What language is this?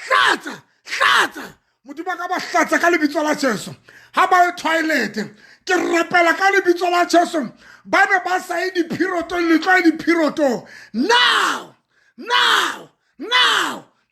Southern Sotho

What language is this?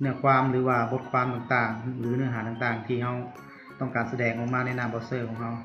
Lao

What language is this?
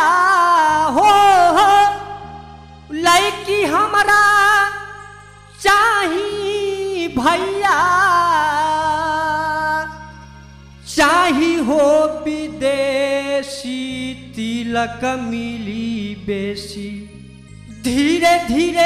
Bhojpuri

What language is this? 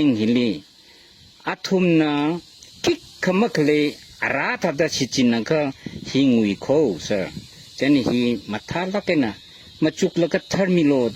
Tangkhul Naga (India)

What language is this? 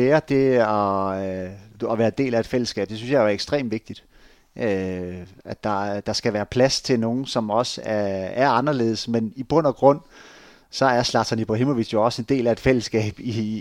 Danish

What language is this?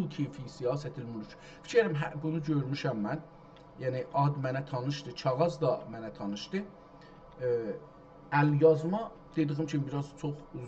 South Azerbaijani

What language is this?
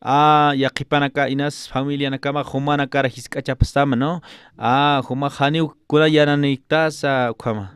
Aymara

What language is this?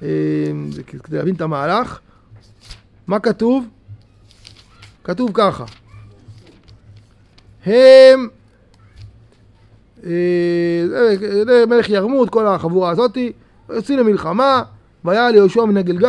Hebrew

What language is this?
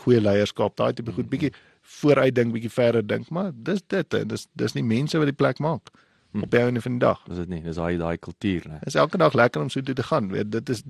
Afrikaans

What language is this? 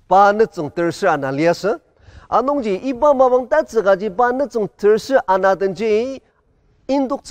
Ao Naga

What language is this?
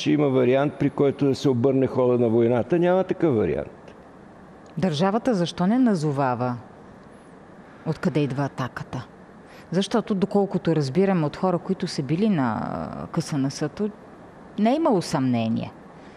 Bulgarian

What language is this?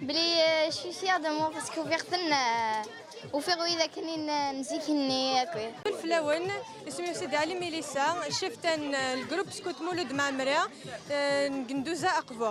Kabyle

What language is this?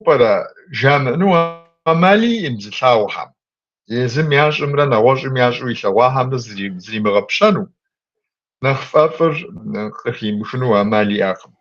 Kabardian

